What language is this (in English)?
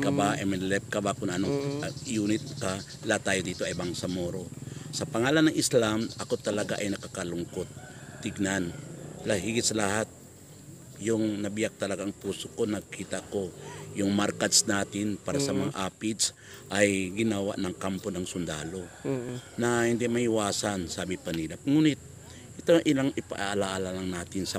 Yakan